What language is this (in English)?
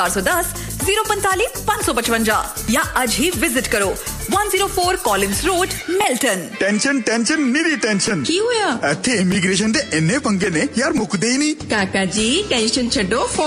Punjabi